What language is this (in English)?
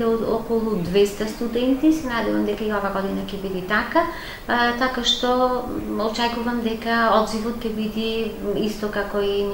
Macedonian